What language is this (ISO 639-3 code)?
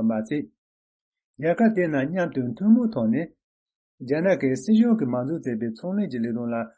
bod